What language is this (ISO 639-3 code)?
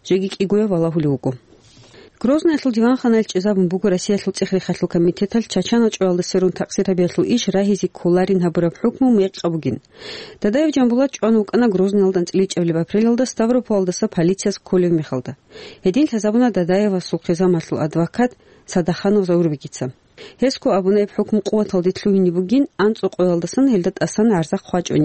ava